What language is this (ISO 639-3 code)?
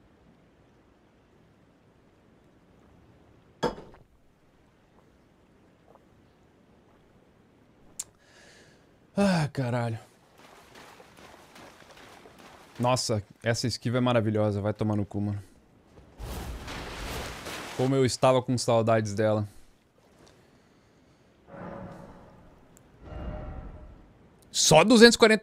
por